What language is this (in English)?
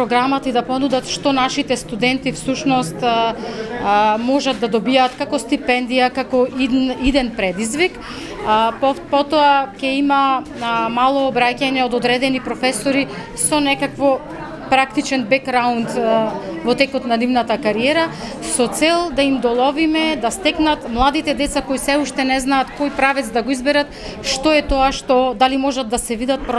Macedonian